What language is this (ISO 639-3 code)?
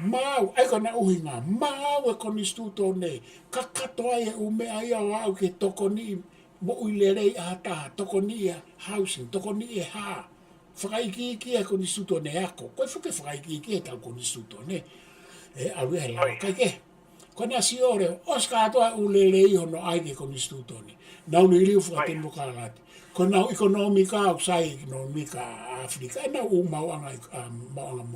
ton